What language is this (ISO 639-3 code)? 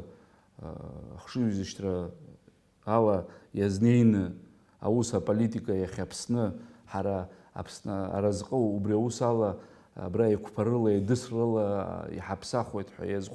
abk